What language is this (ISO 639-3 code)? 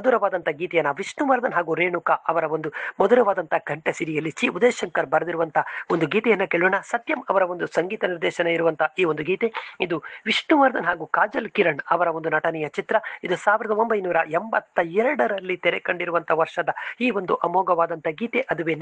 kan